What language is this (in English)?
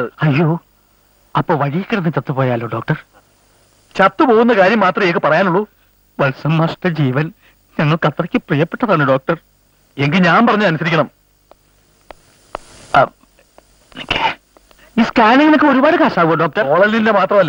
Malayalam